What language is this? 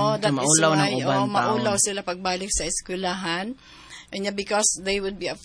Cebuano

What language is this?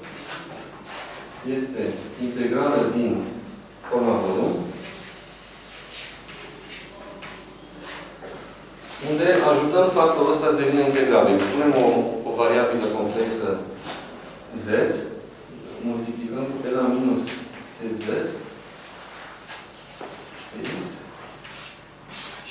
Romanian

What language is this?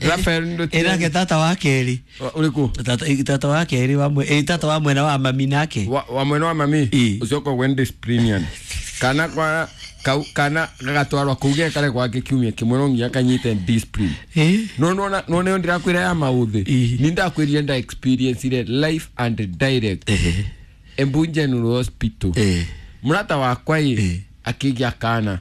Kikuyu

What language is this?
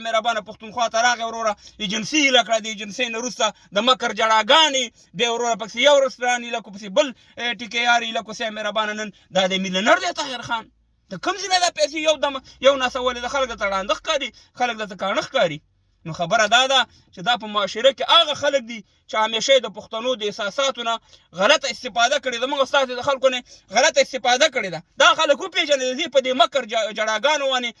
Pashto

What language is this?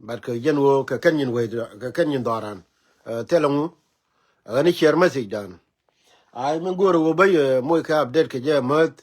Nuer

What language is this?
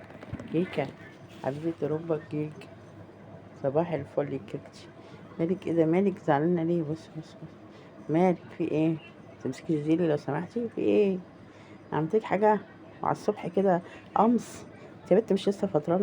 Egyptian Arabic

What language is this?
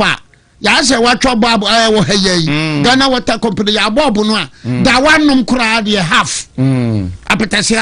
Akan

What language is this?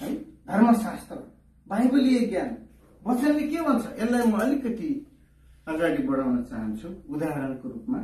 Nepali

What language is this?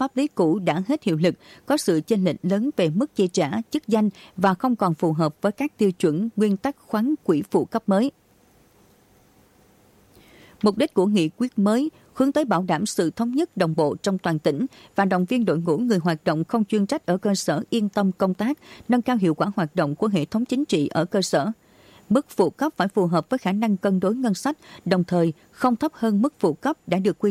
Vietnamese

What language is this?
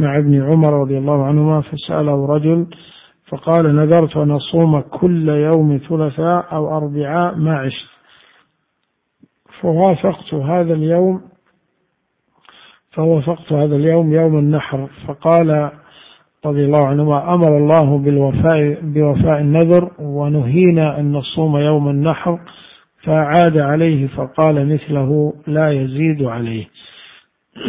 Arabic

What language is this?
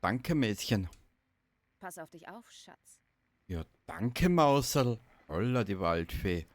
Bavarian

